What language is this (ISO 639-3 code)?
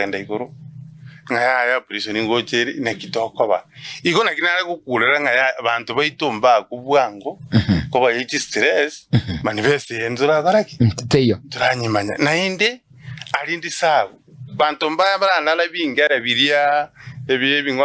guz